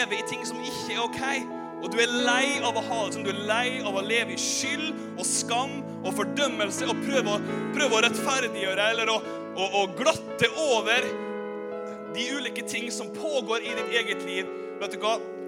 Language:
Norwegian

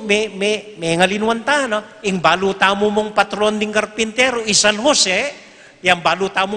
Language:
Pampanga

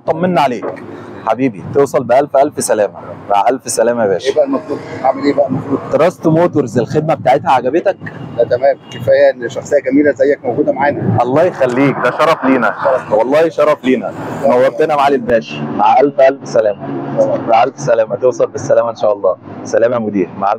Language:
Egyptian Arabic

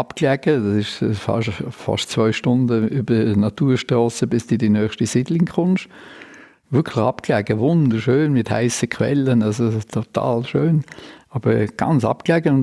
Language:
Swiss German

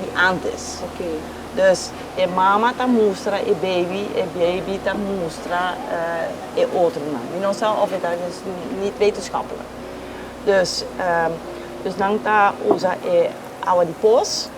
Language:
Papiamento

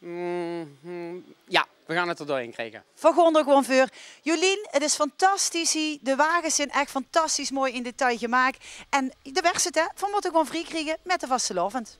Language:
Limburgish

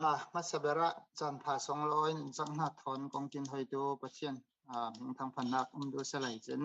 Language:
Falam Chin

